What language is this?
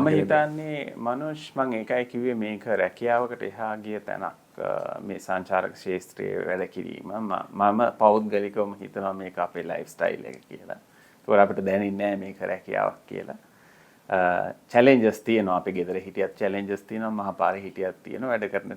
Sinhala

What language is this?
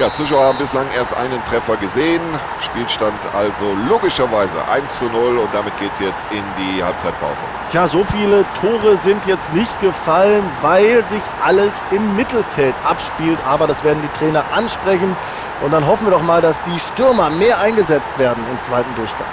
Bavarian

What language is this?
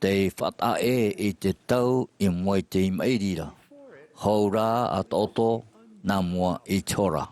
Tahitian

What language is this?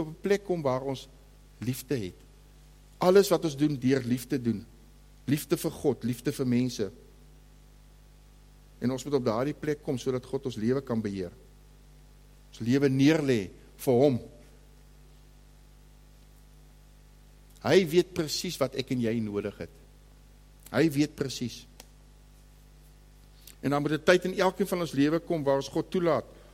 Afrikaans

